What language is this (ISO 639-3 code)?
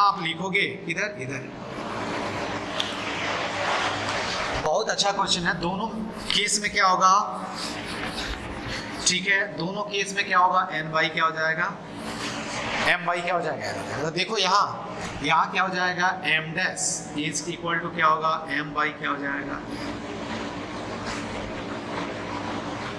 hin